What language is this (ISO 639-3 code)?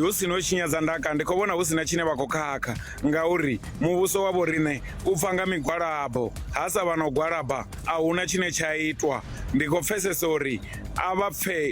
ven